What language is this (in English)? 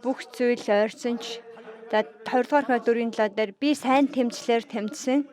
Mongolian